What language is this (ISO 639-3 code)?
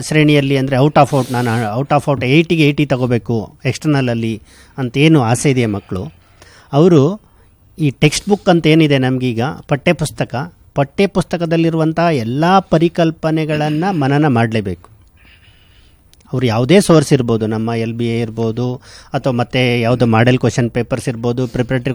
kan